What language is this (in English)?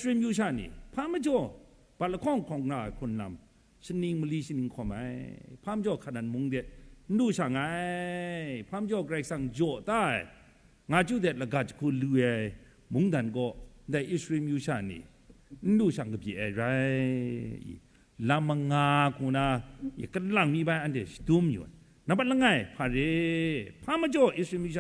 Kachin